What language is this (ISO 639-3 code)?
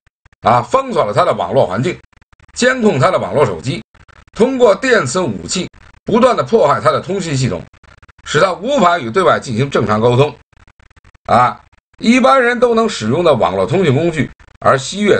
zho